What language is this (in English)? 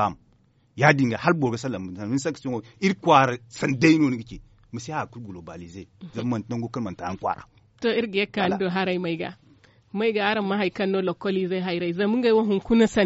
Zarma